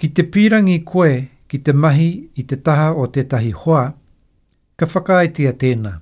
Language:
Māori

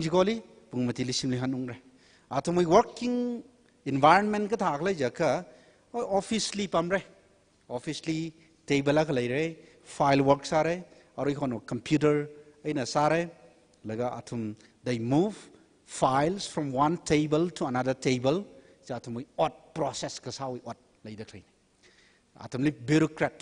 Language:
Tangkhul Naga (India)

